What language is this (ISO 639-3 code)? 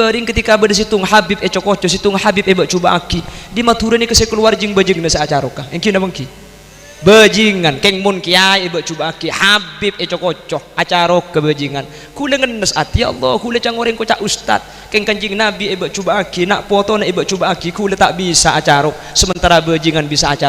mad